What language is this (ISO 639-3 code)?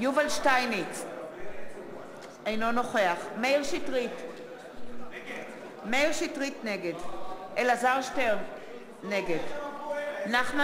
heb